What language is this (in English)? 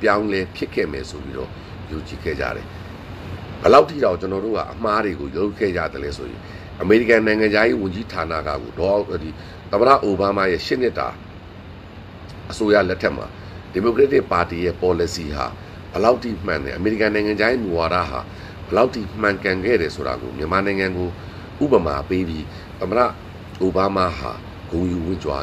Burmese